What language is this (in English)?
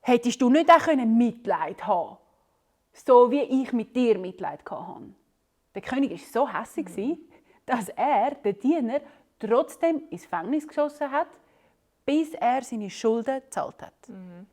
Swiss German